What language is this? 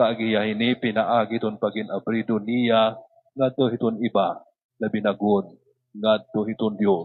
Waray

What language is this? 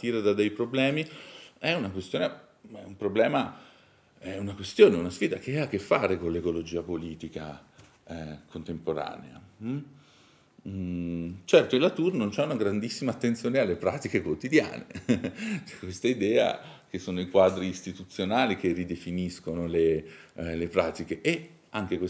Italian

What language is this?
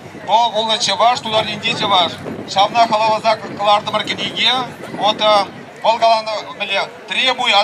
Chuvash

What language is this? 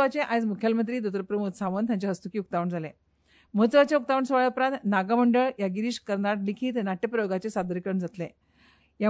Konkani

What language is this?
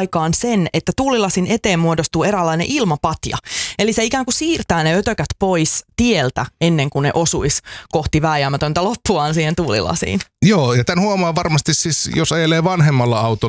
Finnish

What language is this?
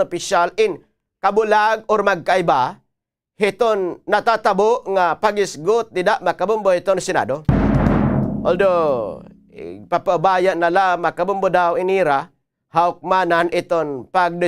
Waray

